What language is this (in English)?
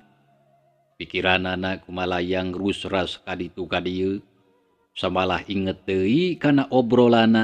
Sundanese